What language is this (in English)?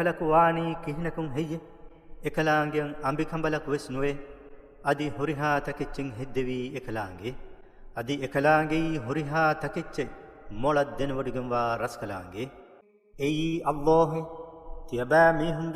Divehi